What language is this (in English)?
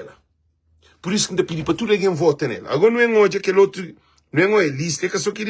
Kabuverdianu